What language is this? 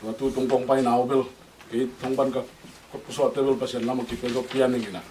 Tedim Chin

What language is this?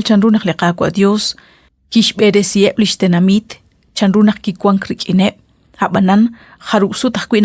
Kekchí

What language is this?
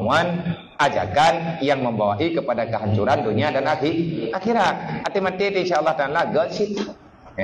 Achinese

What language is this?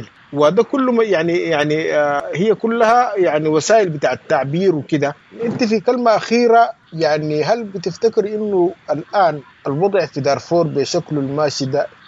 Sudanese Arabic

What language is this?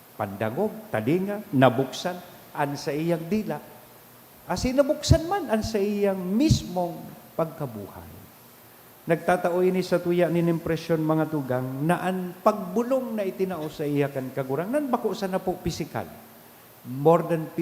Bikol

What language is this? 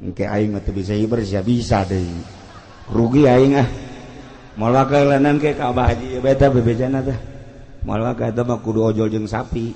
Sundanese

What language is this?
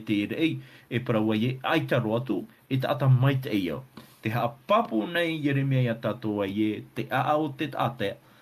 Tahitian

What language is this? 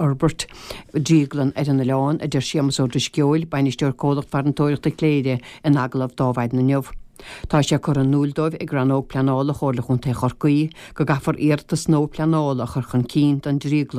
Irish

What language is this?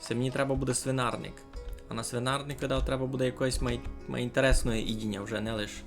Rusyn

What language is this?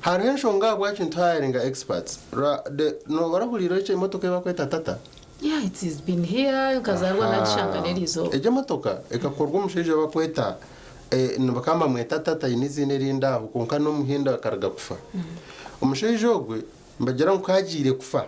Nyankole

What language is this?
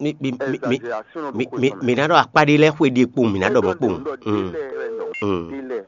Fon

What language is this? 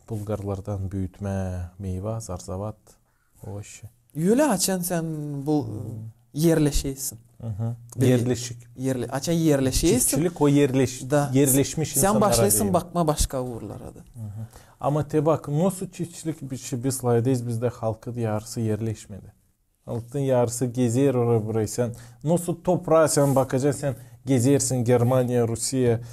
Gagauz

